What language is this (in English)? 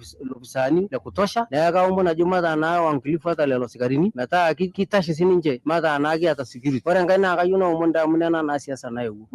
Masai